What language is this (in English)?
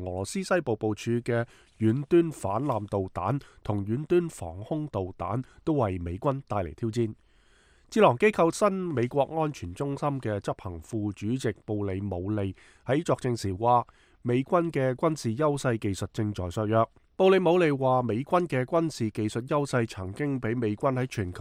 Cantonese